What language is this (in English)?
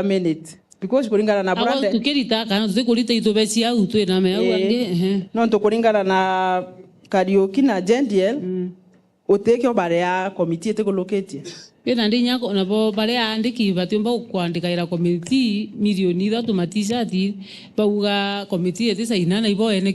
Meru